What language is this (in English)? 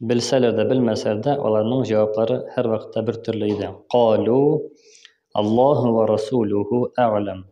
Tatar